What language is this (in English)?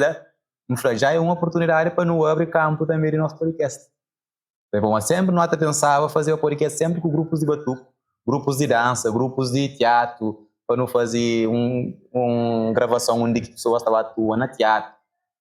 Kabuverdianu